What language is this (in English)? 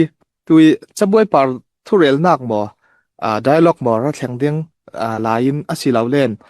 Falam Chin